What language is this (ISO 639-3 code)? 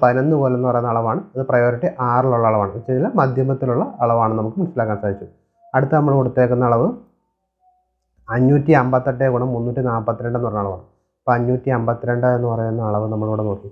mal